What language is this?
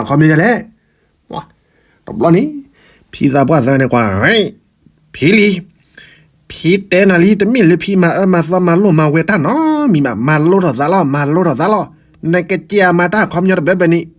S'gaw Karen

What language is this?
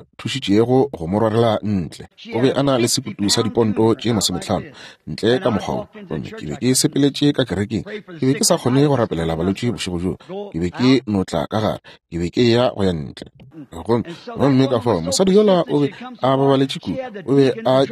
Northern Sotho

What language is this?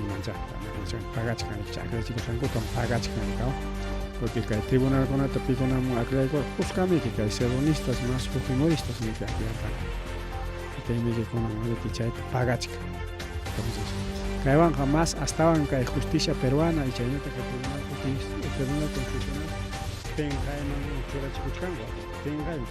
Ayacucho Quechua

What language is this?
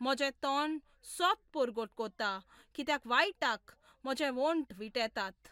Konkani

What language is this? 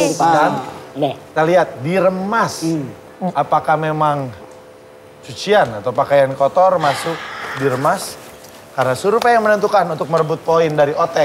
Indonesian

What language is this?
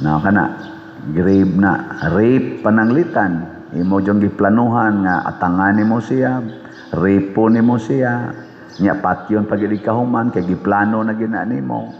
Cebuano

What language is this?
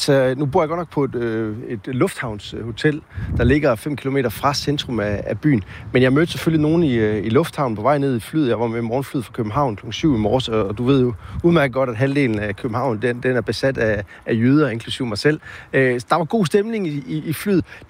Danish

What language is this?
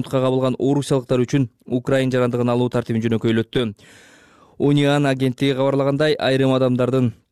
Kyrgyz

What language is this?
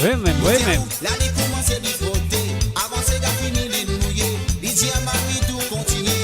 Morisyen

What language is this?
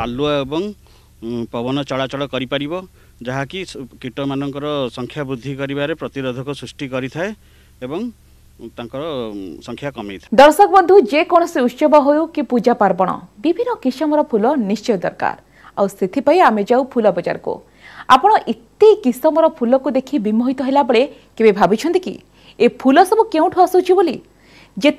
Odia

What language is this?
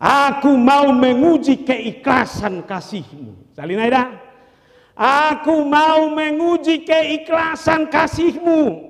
Batak Toba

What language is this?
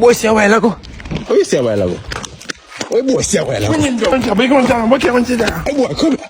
Jamaican Creole English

